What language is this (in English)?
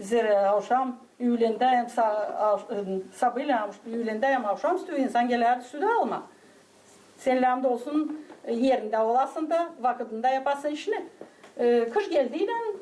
Gagauz